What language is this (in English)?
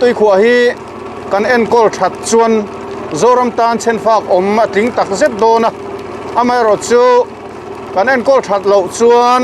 Mizo